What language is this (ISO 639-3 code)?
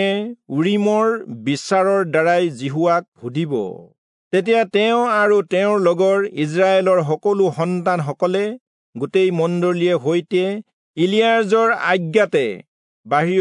asm